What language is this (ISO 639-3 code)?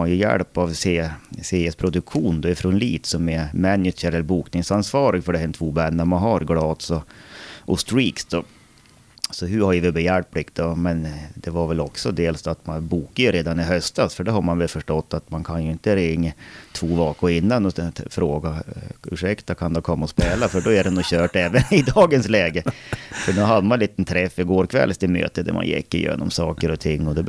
swe